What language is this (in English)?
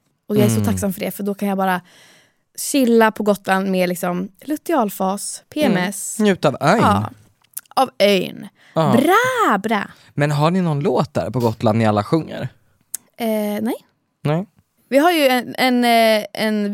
Swedish